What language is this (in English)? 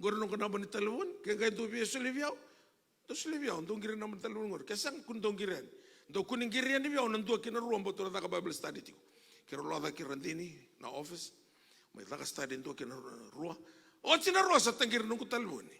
Fijian